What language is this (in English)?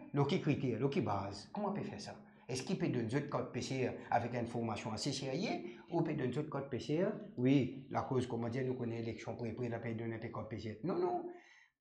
Morisyen